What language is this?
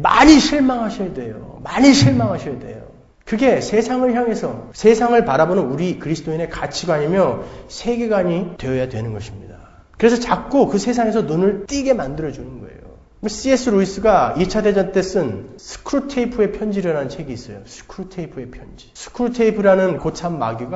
Korean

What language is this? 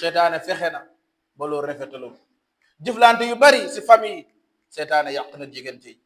Wolof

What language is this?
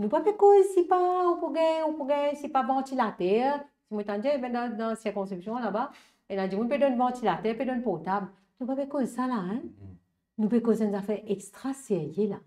Morisyen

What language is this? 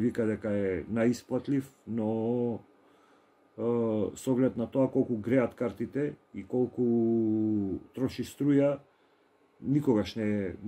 Macedonian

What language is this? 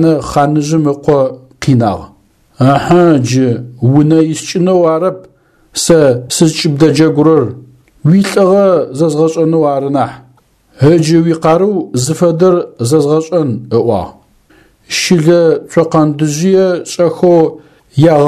Adyghe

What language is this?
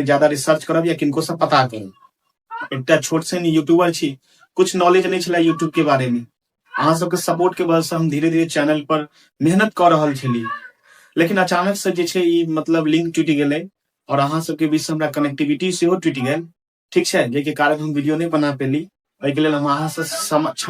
Maithili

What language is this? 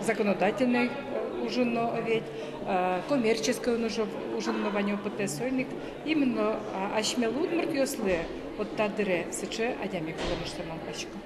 Udmurt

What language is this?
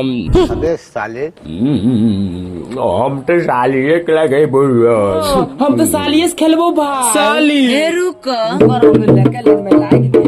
Maithili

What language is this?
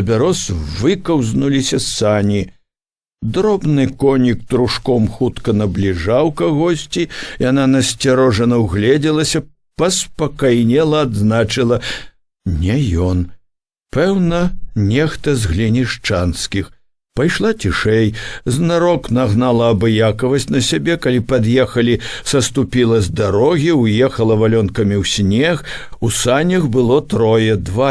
Belarusian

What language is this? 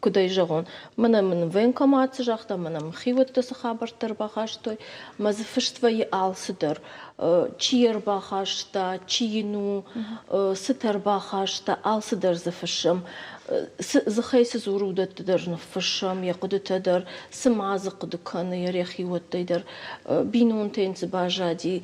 Ossetic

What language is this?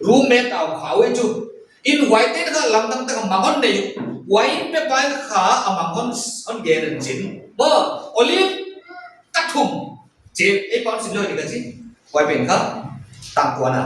Paite Chin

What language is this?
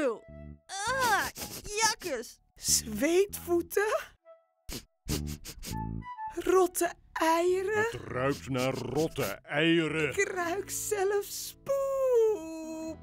Dutch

